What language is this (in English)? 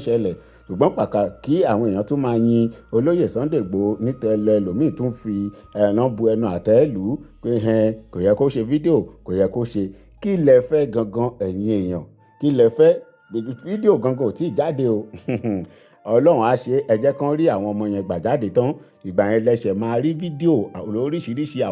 Yoruba